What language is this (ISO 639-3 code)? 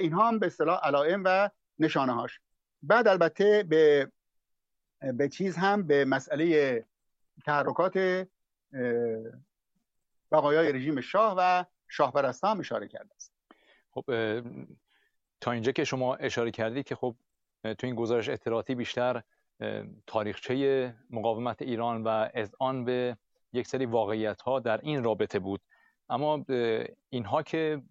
fas